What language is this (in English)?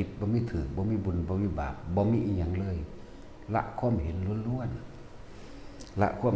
Northeastern Thai